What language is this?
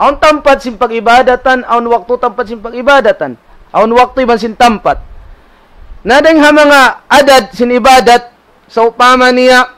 Tausug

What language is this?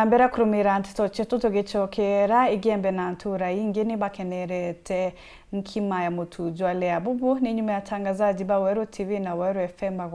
Meru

